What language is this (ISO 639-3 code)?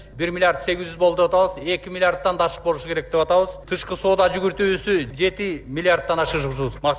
kir